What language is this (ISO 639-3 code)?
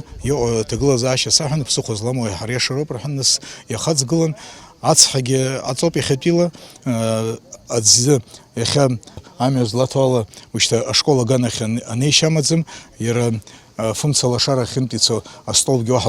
abk